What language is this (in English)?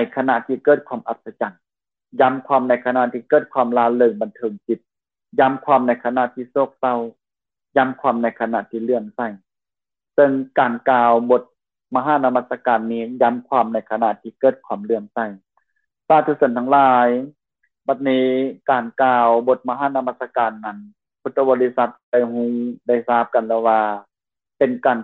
Lao